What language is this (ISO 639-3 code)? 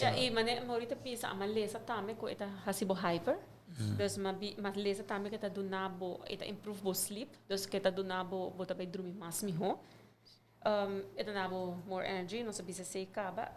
pap